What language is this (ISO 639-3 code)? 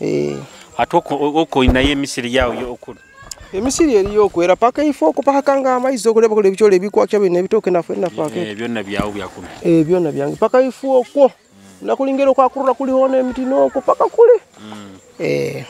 nyo